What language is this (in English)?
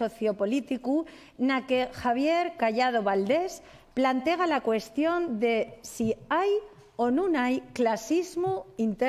Asturian